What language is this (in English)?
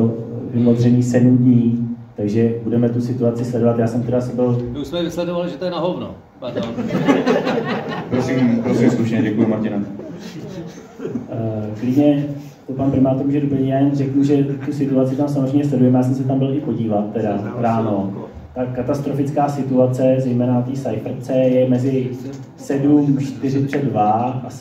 Czech